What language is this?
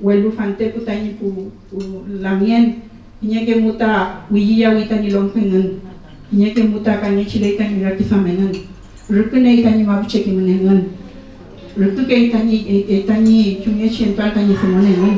Mapuche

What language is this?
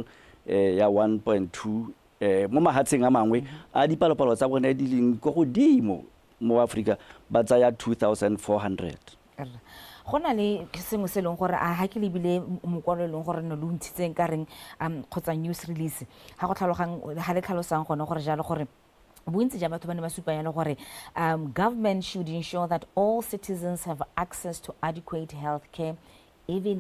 Tswana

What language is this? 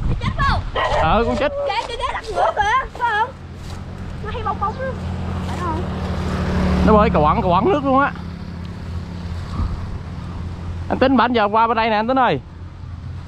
Vietnamese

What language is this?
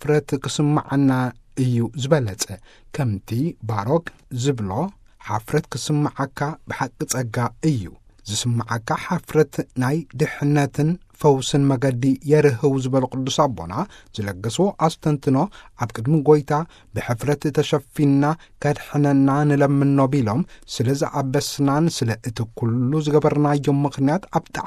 Tigrinya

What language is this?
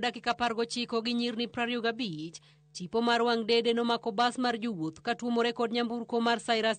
Luo (Kenya and Tanzania)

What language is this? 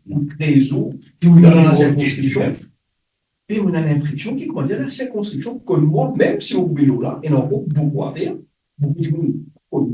Morisyen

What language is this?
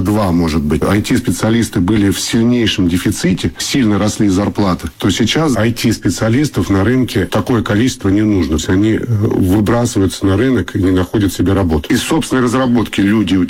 Russian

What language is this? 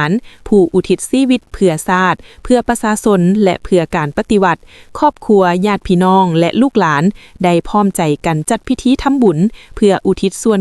Lao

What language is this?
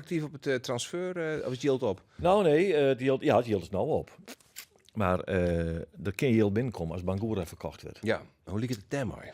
Western Frisian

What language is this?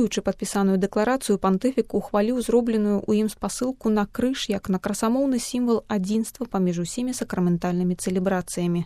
Belarusian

